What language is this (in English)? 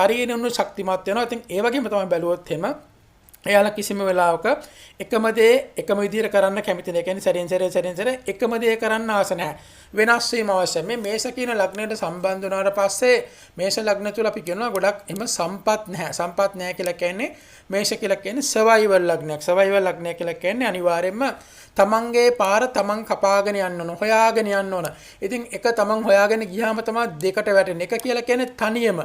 Sinhala